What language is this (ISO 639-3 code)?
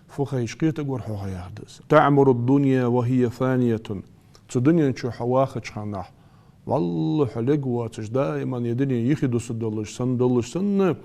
inh